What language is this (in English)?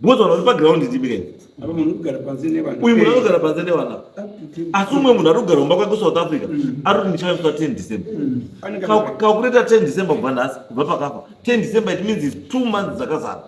Shona